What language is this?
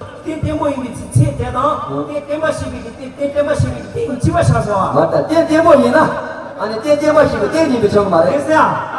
Tibetan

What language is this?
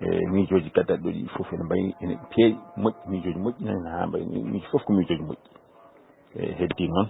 Fula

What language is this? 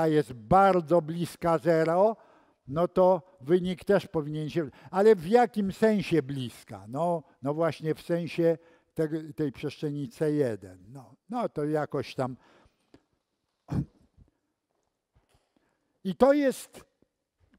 Polish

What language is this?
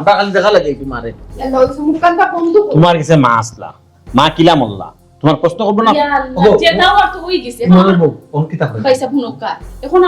Sylheti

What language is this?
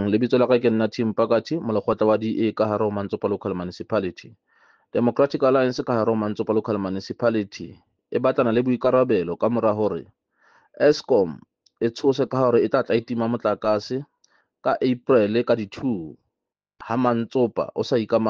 Southern Sotho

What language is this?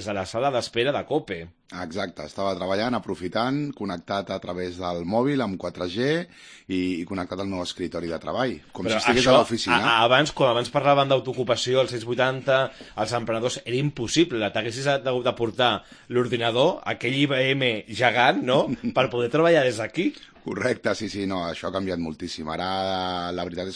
Catalan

